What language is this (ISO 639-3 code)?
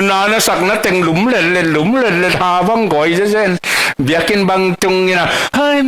ctd